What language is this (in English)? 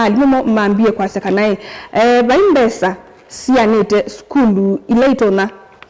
Kamba